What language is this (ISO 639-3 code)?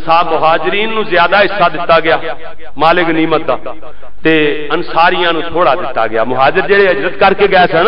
lah